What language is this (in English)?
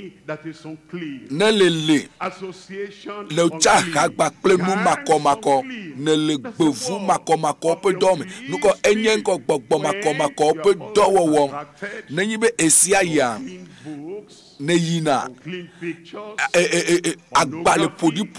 Ewe